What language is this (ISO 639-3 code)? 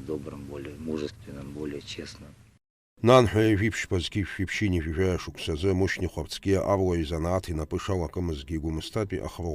abk